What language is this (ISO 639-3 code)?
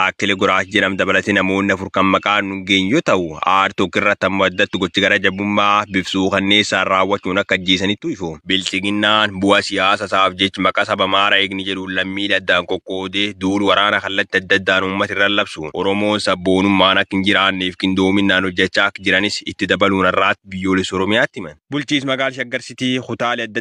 orm